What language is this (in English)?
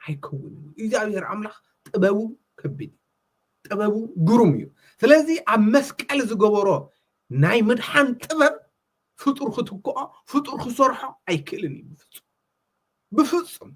Tigrinya